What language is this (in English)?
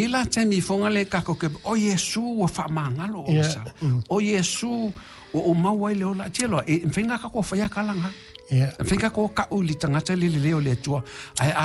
Samoan